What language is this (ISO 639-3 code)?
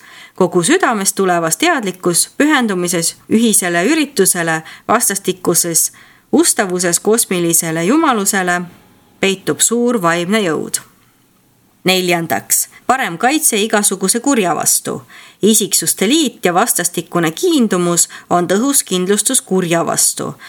est